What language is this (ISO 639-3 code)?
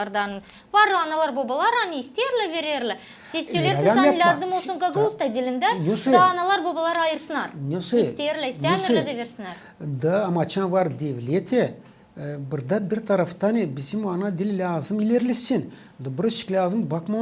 gag